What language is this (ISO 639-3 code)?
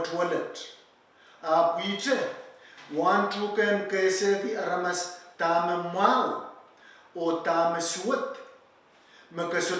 pon